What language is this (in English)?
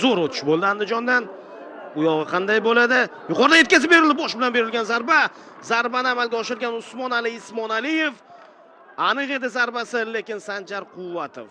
Uzbek